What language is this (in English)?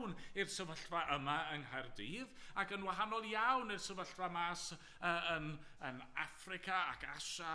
Welsh